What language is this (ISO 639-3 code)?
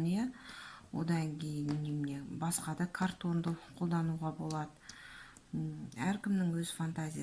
kaz